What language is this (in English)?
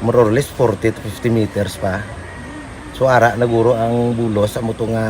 Hiligaynon